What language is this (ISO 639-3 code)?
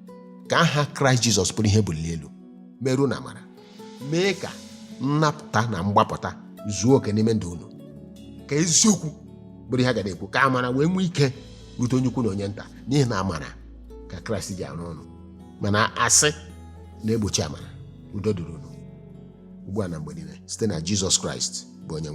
ibo